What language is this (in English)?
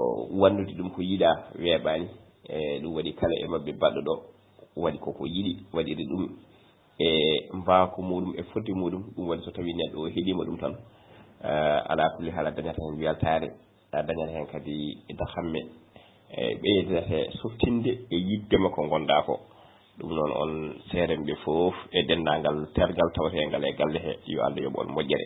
Fula